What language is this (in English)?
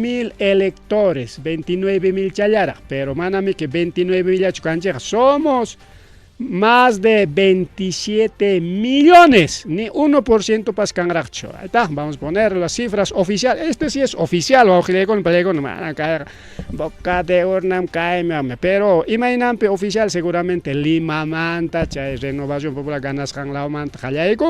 Ayacucho Quechua